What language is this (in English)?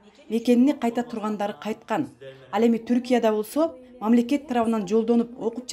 Kyrgyz